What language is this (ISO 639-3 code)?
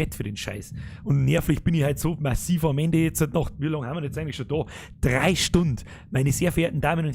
bar